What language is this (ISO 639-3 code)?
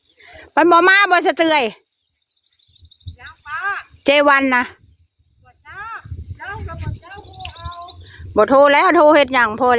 tts